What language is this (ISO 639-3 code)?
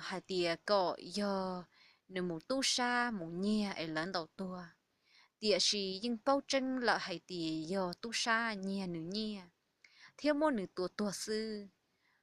hmn